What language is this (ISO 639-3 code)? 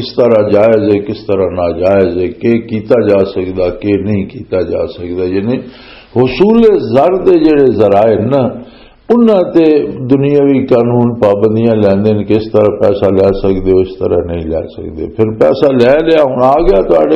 lah